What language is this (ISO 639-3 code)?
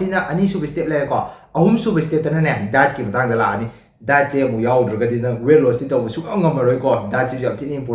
mni